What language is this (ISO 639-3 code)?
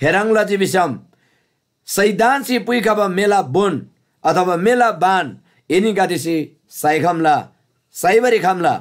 taj